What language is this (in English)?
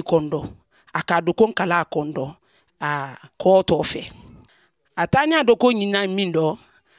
Bambara